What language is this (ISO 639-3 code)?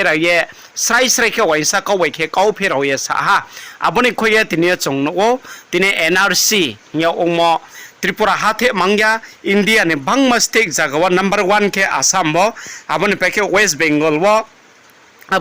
ria